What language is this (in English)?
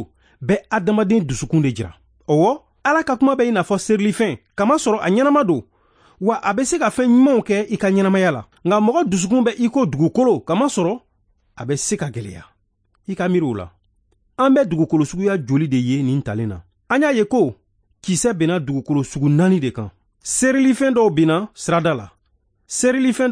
Bambara